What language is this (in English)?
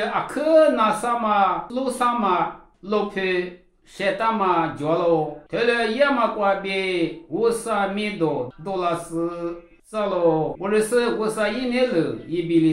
Lisu